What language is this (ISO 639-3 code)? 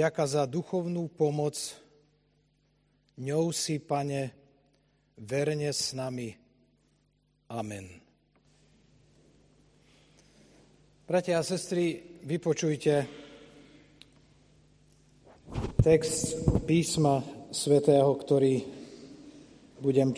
slk